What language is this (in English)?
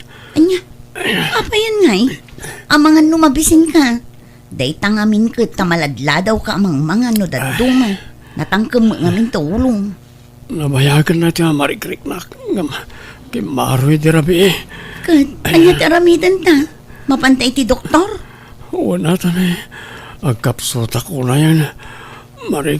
Iloko